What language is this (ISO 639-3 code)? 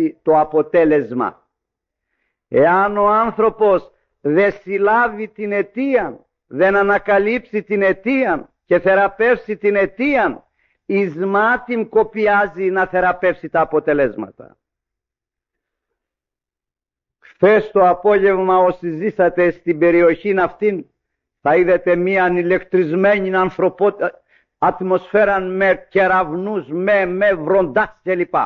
ell